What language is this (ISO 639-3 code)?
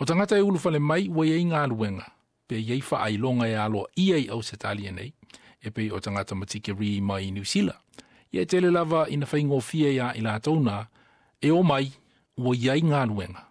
smo